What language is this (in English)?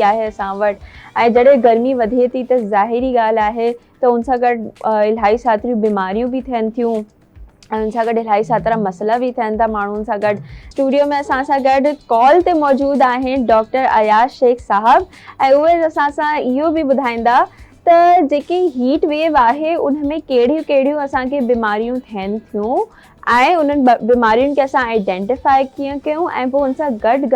Sindhi